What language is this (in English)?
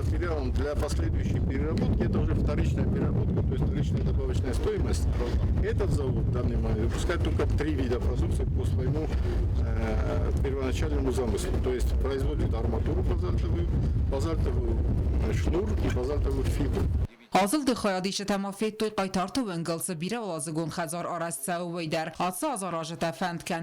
Ossetic